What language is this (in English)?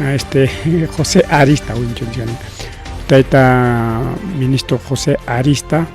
Ayacucho Quechua